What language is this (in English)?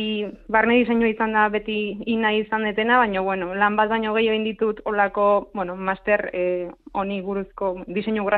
Basque